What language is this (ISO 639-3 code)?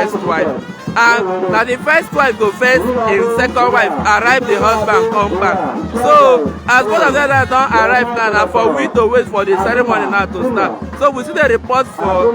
pcm